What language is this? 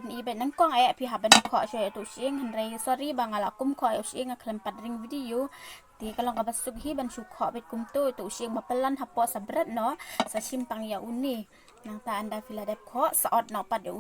Khasi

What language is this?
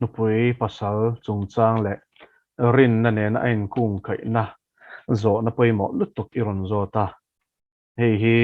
Mizo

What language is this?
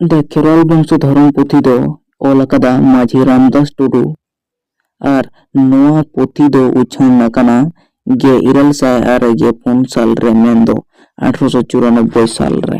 Santali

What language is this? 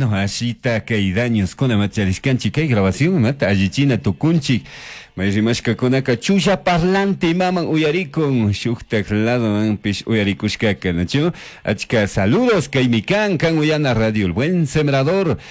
Chimborazo Highland Quichua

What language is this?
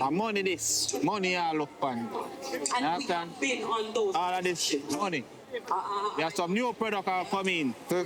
Jamaican Creole English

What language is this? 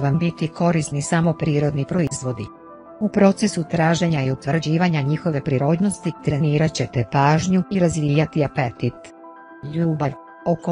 Croatian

